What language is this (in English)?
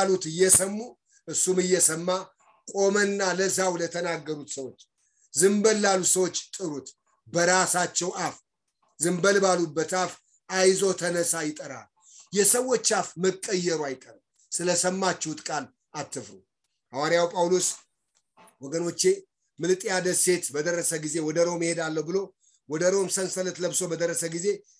Amharic